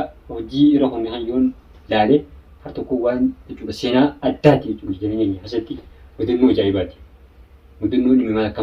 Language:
Oromo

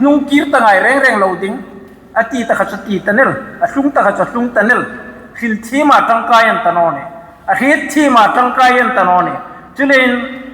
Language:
Hmar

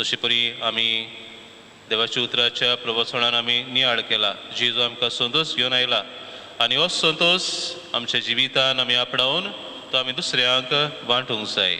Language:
Konkani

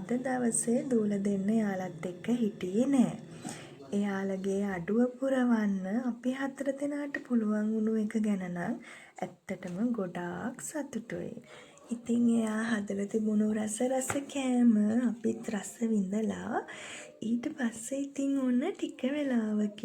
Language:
Sinhala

